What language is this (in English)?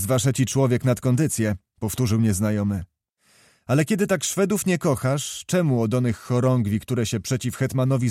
Polish